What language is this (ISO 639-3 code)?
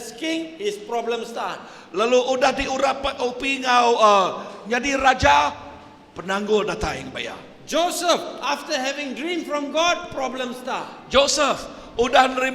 iba